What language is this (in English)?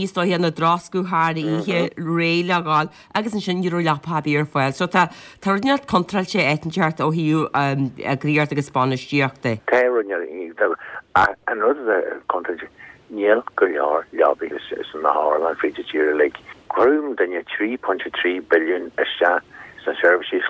Irish